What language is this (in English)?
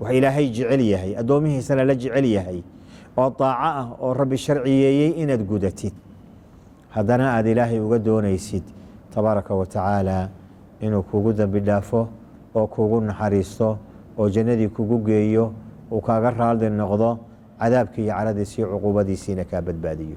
Somali